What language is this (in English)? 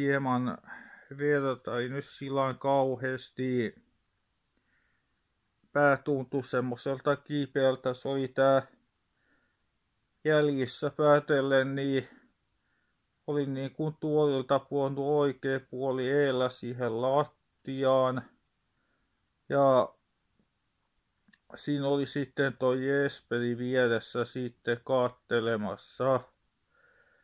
Finnish